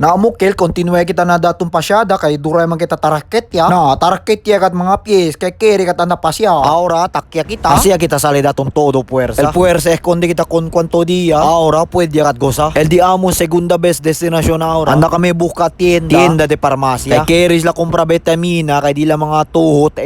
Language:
Chavacano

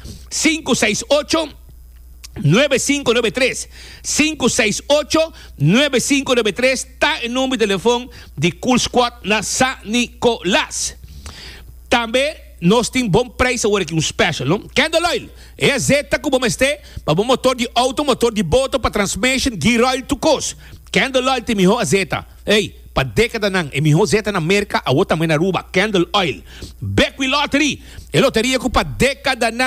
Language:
Papiamento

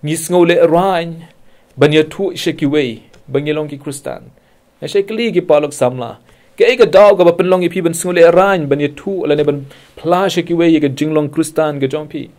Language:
Khasi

